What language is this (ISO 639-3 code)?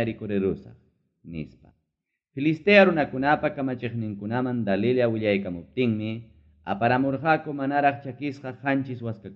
quy